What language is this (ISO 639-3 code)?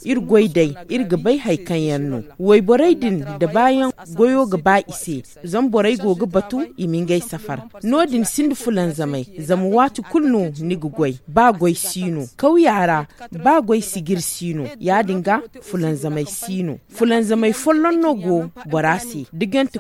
dje